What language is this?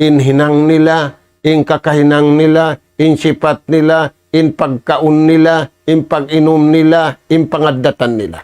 Tausug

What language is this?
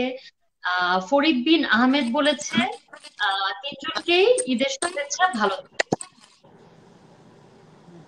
Bangla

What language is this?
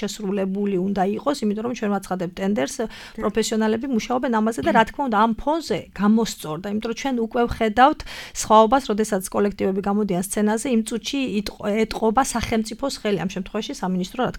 Georgian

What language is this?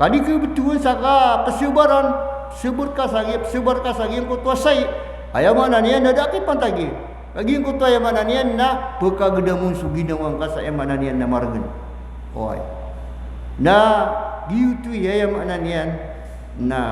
Maranao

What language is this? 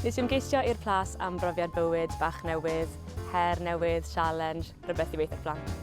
Welsh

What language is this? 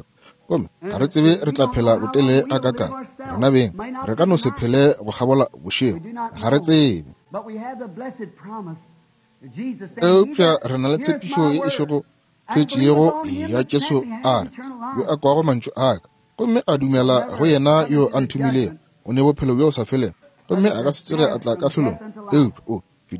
Northern Sotho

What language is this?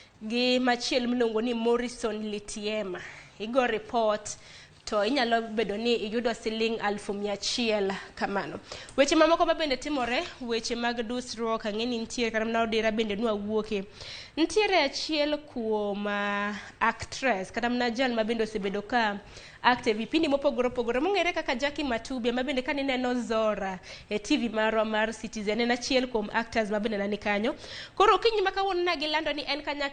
Luo (Kenya and Tanzania)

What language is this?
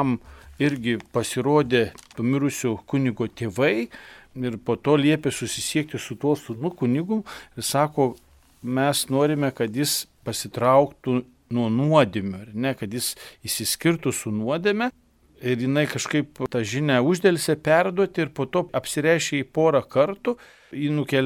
Lithuanian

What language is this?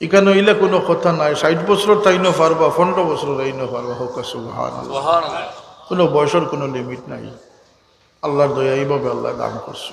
Sylheti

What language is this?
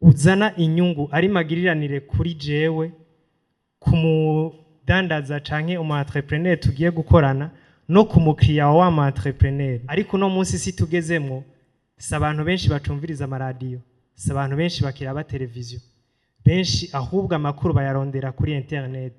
Rundi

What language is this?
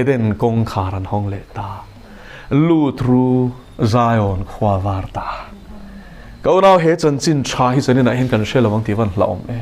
Mizo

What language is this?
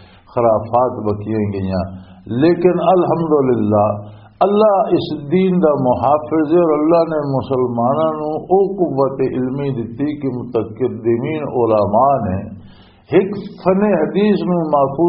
Western Panjabi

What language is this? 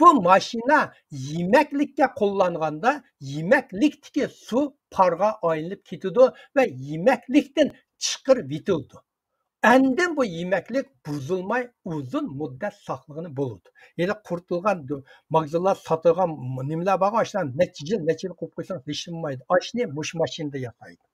Uyghur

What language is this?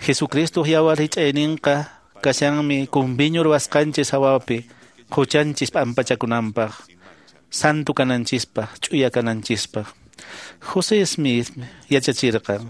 Quechua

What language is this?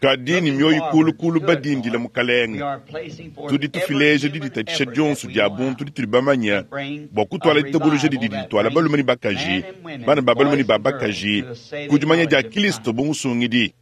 Luba-Lulua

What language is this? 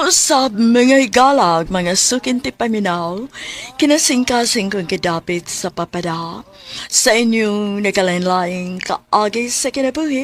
Cebuano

